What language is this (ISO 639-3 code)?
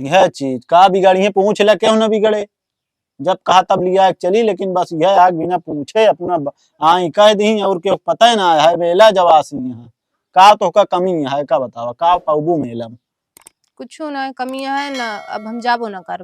awa